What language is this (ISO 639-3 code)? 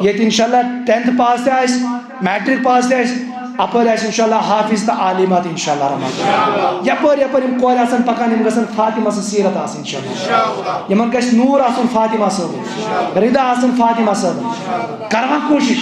kas